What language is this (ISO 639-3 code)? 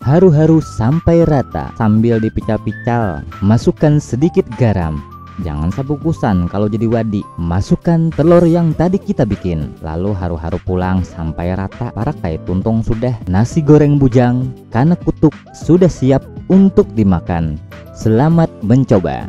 bjn